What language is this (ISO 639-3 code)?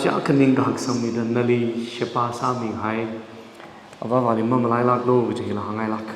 nmf